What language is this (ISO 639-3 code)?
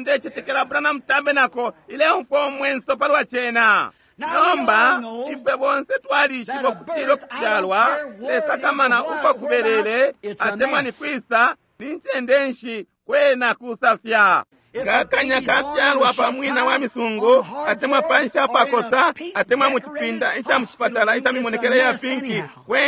bem